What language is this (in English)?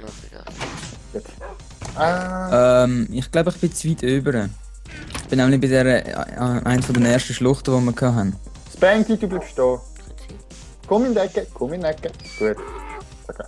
Swiss German